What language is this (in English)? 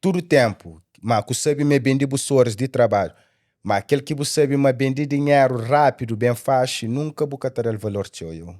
Kabuverdianu